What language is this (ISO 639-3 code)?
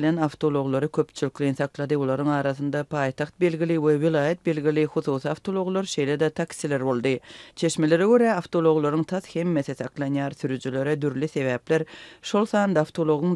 tuk